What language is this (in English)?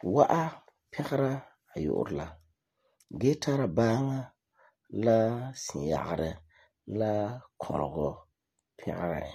Frafra